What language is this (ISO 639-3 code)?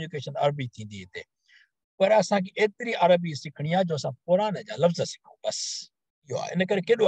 snd